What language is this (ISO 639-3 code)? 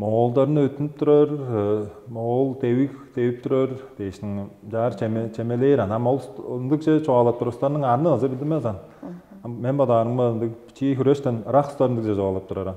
tyv